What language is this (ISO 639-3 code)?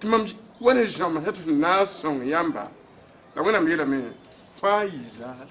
mos